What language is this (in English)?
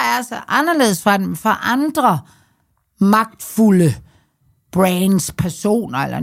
Danish